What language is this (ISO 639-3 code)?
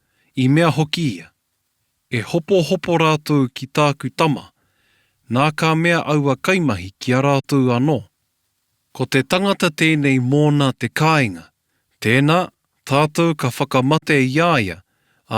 mri